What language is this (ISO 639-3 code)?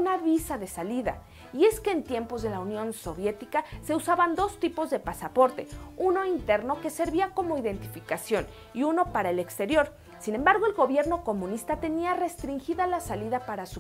spa